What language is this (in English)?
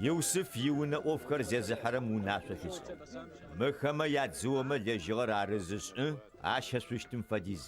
Adyghe